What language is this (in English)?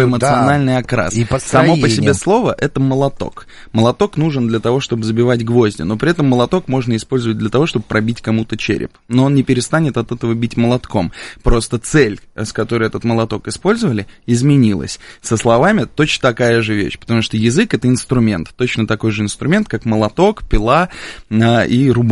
Russian